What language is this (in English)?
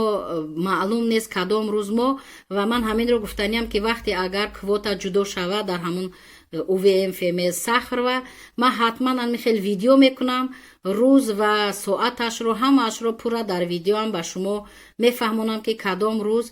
Tajik